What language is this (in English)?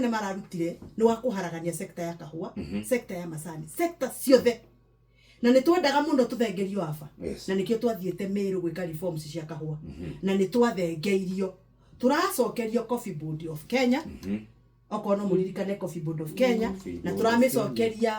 Kikuyu